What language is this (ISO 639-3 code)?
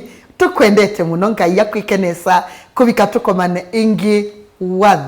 kam